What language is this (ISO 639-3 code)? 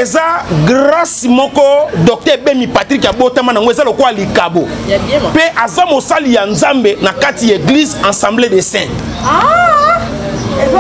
lin